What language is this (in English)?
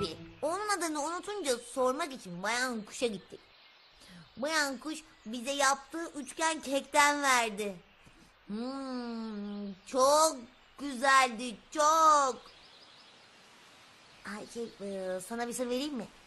Turkish